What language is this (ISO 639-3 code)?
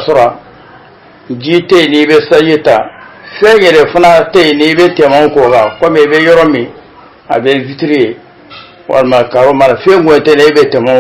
bam